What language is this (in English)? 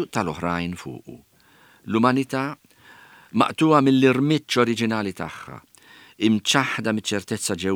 Maltese